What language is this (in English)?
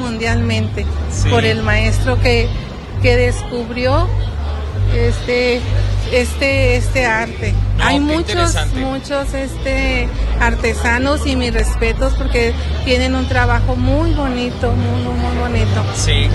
Spanish